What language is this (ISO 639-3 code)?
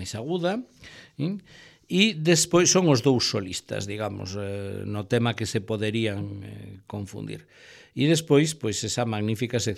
glg